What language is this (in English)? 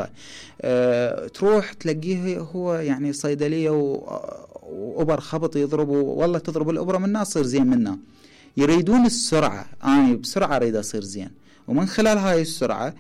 Mesopotamian Arabic